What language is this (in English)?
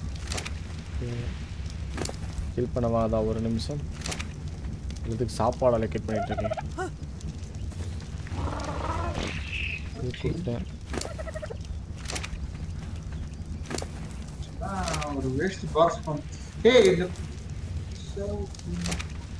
Tamil